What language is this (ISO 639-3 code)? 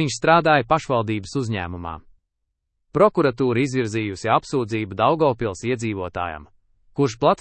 lav